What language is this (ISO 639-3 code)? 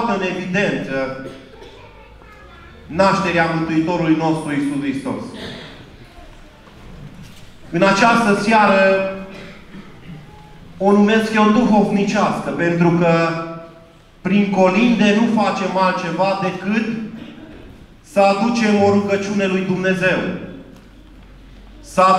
ron